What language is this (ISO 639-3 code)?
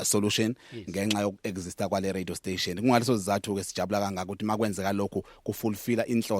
zul